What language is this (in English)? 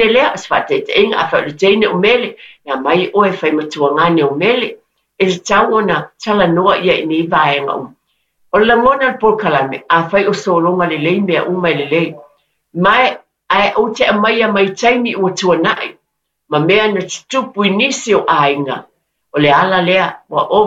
Samoan